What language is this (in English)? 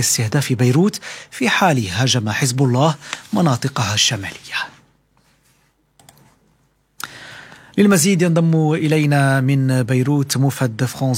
Arabic